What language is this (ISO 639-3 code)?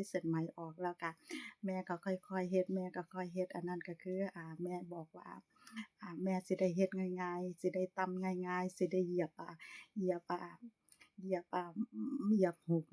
lao